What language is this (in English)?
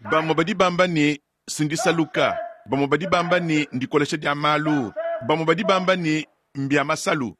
Luba-Lulua